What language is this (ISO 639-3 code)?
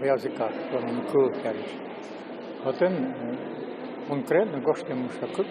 udm